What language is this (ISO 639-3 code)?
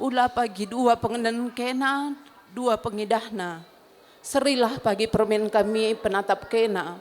btx